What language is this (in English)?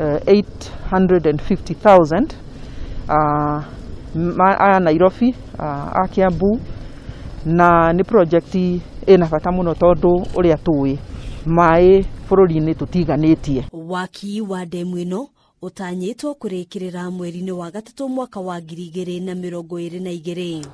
Kikuyu